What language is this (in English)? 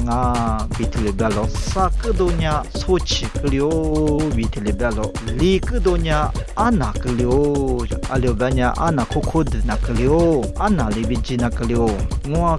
Lisu